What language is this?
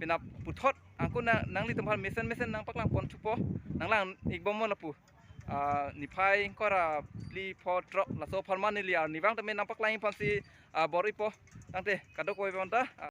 Karbi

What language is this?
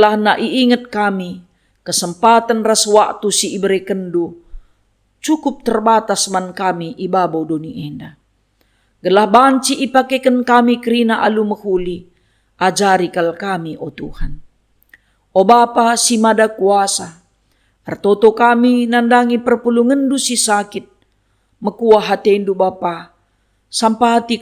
Batak Karo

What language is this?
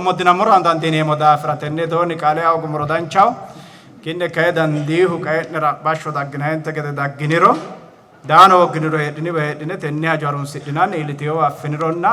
Sidamo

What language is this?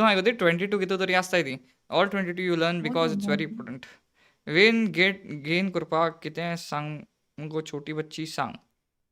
Konkani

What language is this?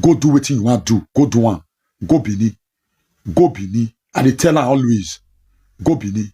Nigerian Pidgin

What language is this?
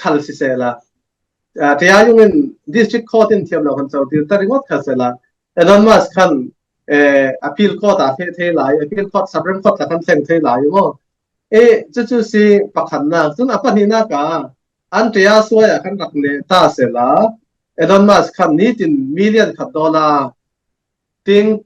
Falam Chin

